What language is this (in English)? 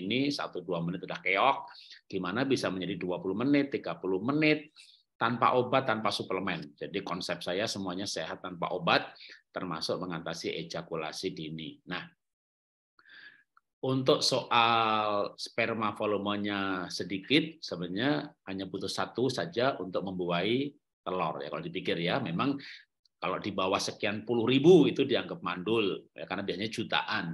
Indonesian